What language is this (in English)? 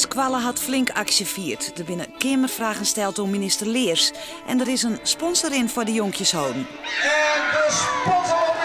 Western Frisian